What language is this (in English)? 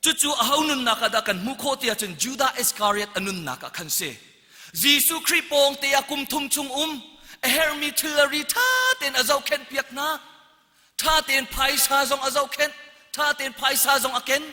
Hakha Chin